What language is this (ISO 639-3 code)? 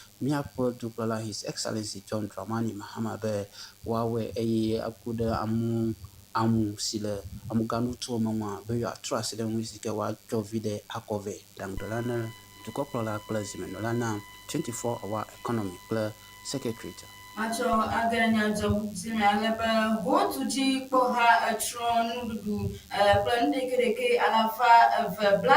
ewe